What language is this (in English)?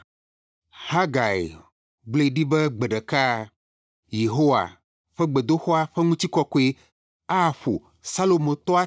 Ewe